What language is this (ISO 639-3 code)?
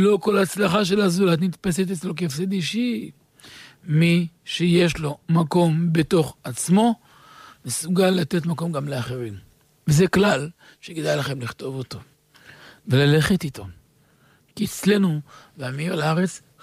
heb